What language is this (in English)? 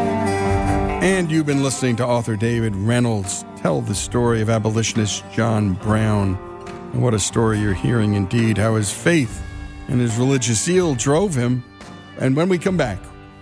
English